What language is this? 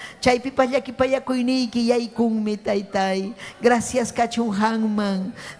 Ayacucho Quechua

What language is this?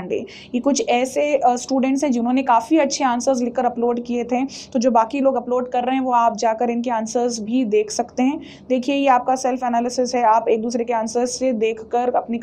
Hindi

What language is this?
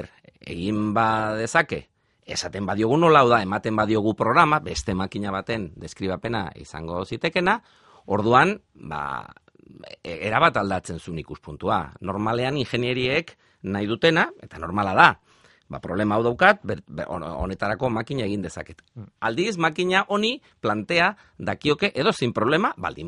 Basque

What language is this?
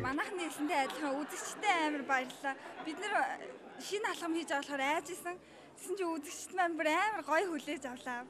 Mongolian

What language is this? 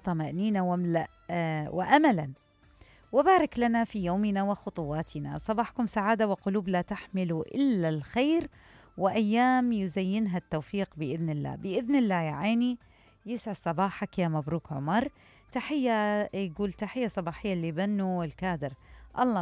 Mesopotamian Arabic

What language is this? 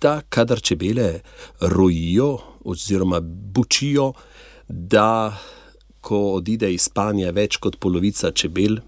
Slovenian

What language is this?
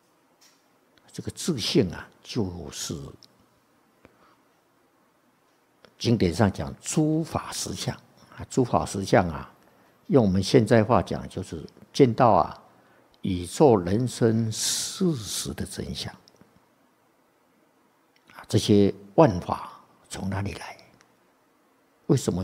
Chinese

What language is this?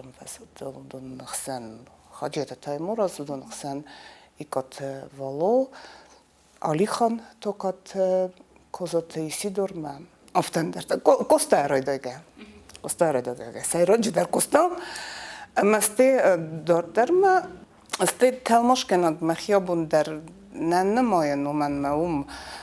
Ossetic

